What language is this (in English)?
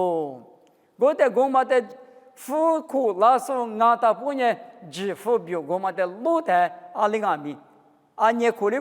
Lisu